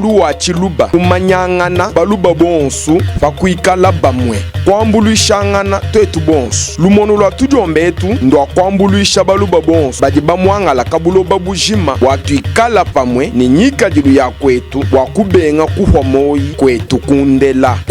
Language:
Luba-Lulua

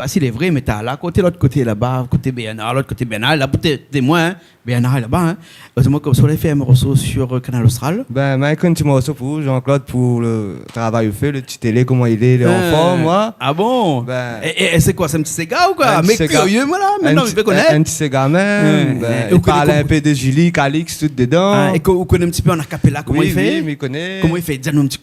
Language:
Réunion Creole French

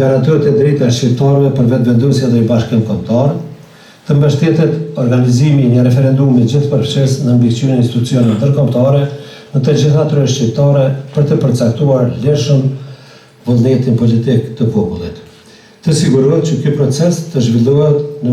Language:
Albanian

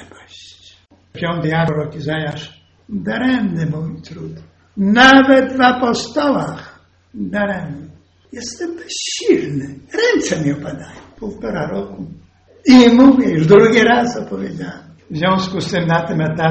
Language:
Polish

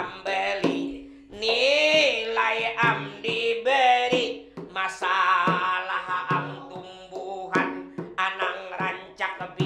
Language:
Banjar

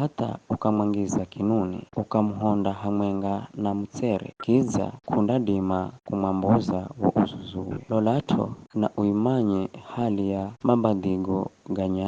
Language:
Giryama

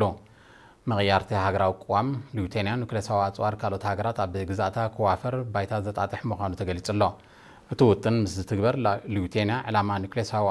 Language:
Tigrinya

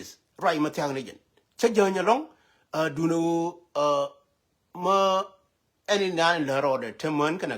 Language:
Nuer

